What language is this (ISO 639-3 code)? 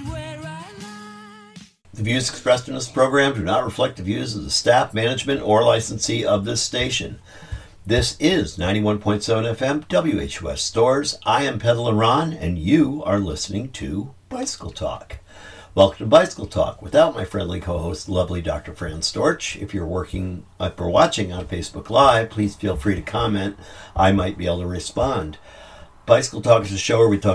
eng